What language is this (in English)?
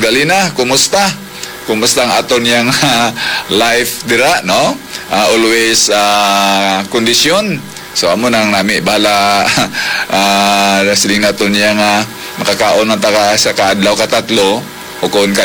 Hiligaynon